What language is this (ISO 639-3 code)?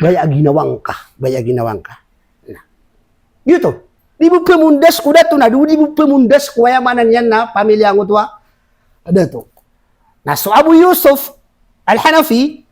mrw